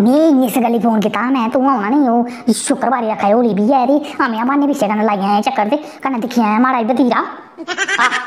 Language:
Dogri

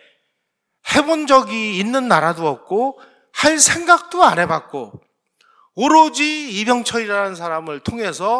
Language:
Korean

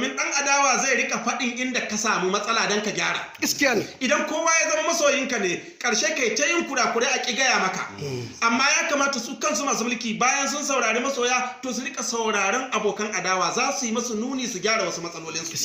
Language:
Hausa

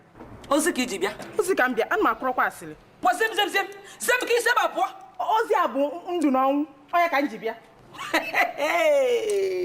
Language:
Igbo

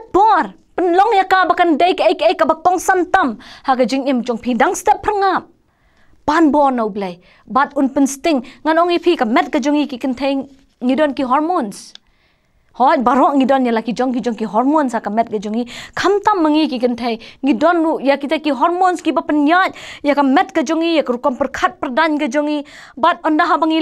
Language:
Khasi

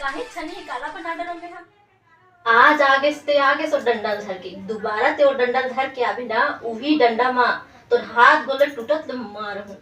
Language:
Chhattisgarhi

